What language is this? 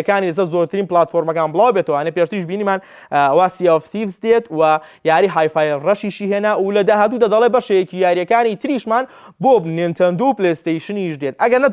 Central Kurdish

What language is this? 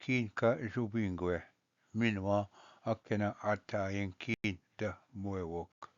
Ojibwa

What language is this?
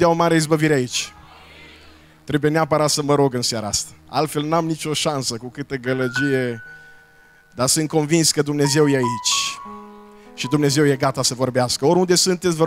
Romanian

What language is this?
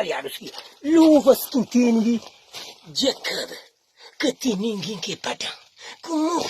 Kabuverdianu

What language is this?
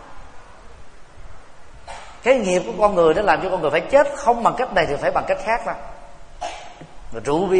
Vietnamese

